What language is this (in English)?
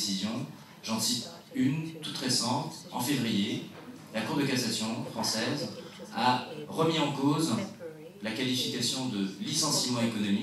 French